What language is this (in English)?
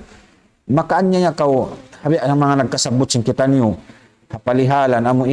Tausug